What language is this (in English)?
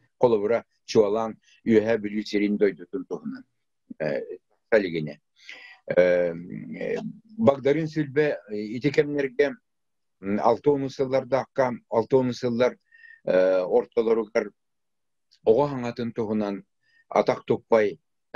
Yakut